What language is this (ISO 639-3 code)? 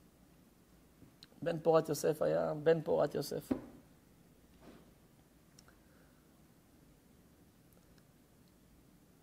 heb